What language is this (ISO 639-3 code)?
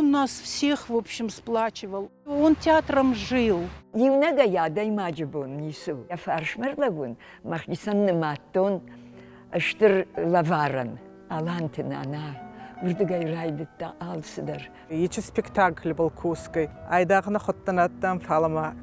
oss